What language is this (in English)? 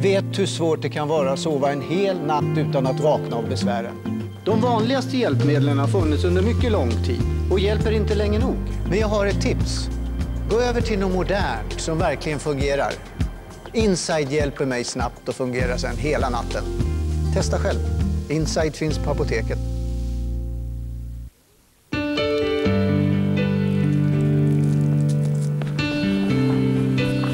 Swedish